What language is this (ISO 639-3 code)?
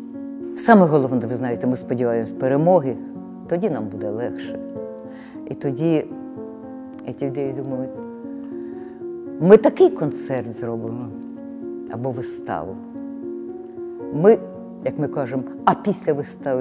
ukr